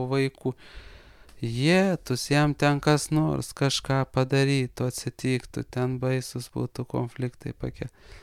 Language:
Lithuanian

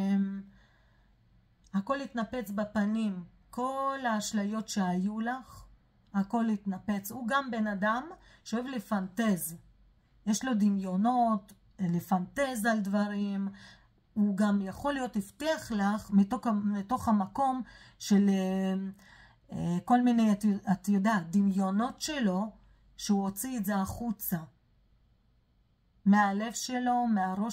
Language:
Hebrew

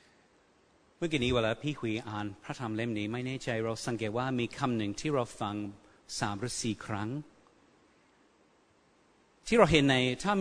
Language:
Thai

